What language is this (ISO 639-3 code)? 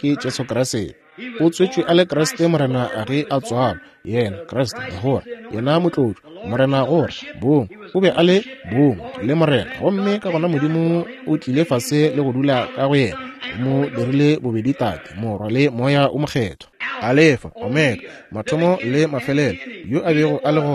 nso